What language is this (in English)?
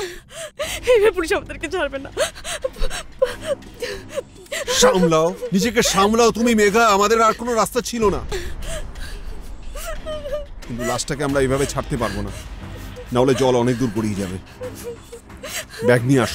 Bangla